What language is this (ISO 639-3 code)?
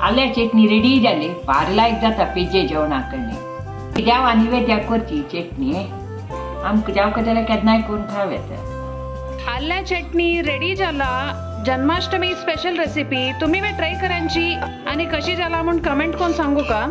kok